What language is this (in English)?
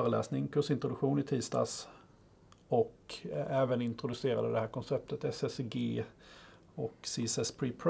Swedish